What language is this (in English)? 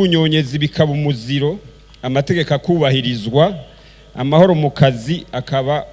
Rundi